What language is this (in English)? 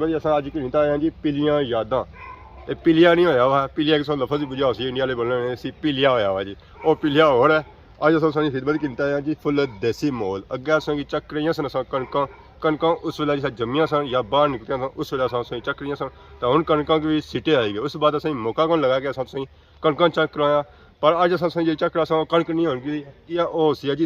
Pahari-Potwari